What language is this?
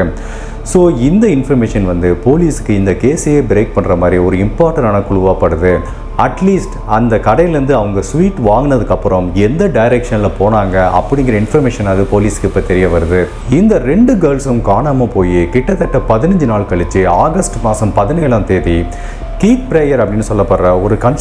Tamil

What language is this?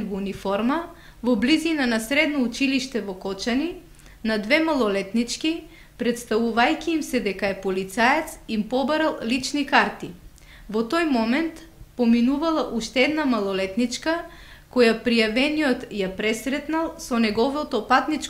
Macedonian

